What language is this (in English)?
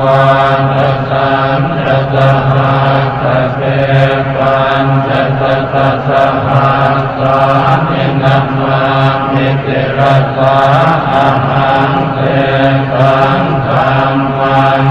Pali